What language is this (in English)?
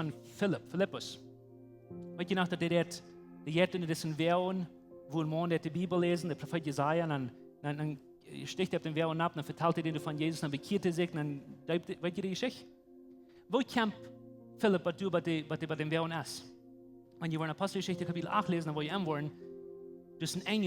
Plautdietsch